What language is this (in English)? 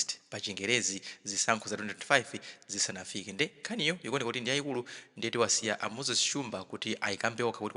Nyanja